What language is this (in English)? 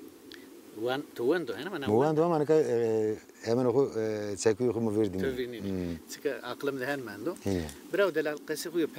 Zaza